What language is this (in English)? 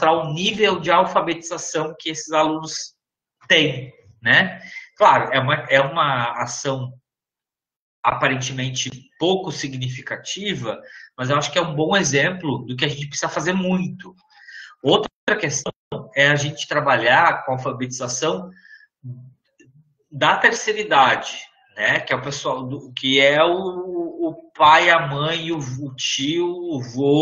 Portuguese